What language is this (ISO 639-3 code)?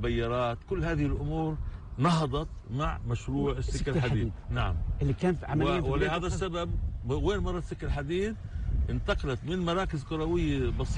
apc